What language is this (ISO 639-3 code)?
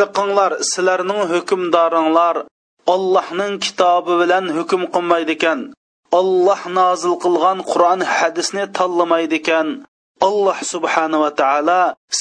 uig